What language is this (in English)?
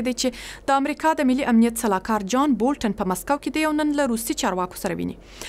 Pashto